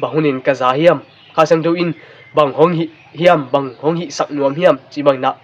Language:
Tedim Chin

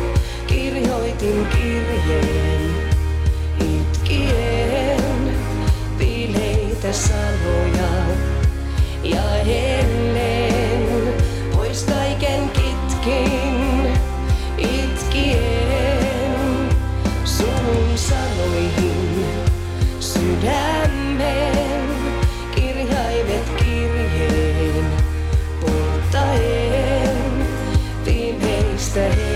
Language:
Finnish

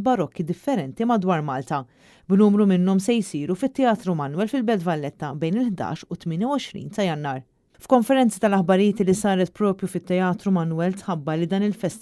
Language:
Maltese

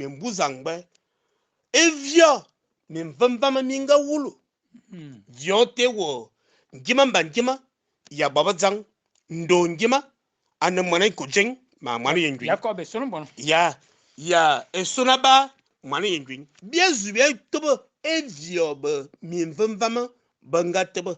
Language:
Fang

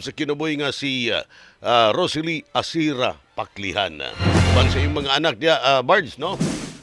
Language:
Cebuano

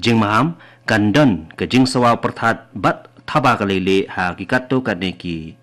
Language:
Khasi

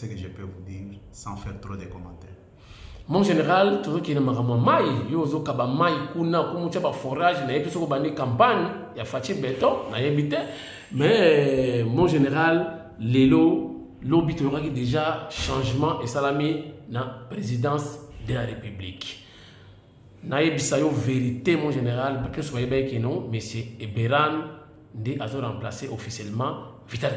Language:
Lingala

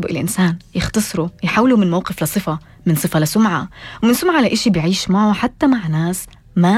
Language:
North Levantine Arabic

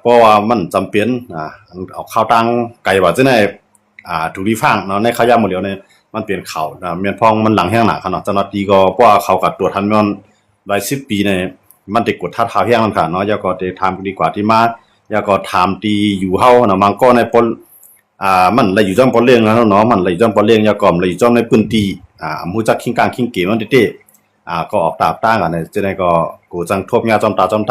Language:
Shan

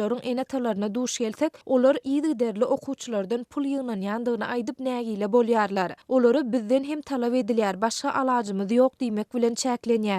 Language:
Turkmen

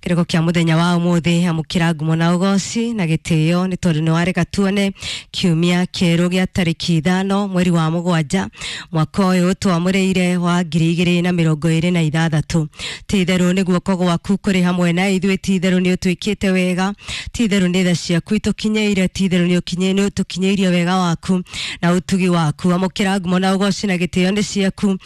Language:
Kikuyu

